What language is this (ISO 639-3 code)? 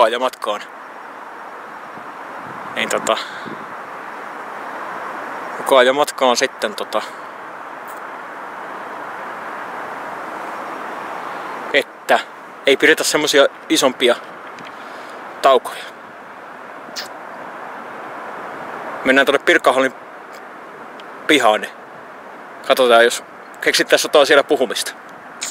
fin